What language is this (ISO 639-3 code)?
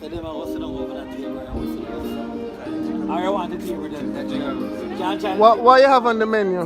jam